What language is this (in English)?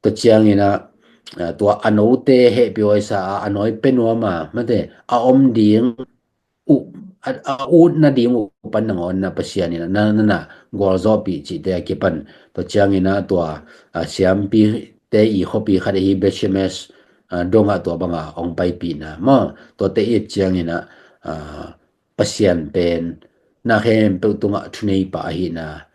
Tedim Chin